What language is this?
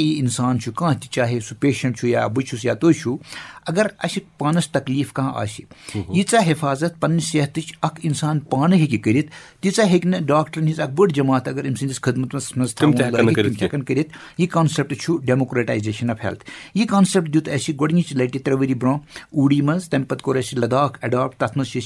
Kashmiri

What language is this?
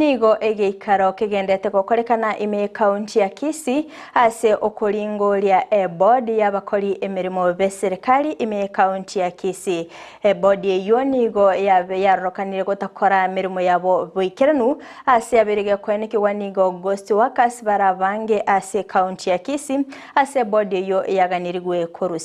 Gusii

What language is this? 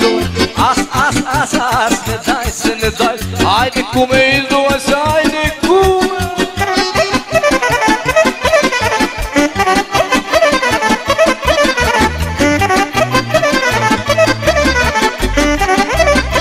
Romanian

